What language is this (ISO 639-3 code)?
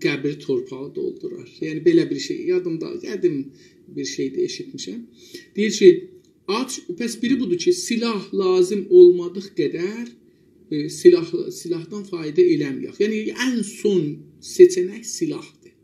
azb